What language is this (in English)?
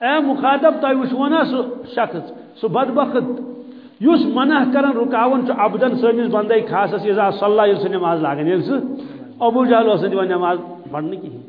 Kashmiri